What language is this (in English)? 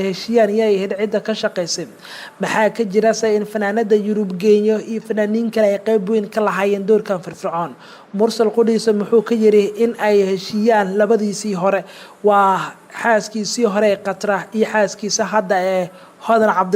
Somali